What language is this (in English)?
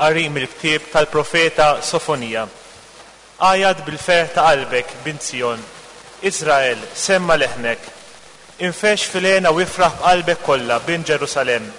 Maltese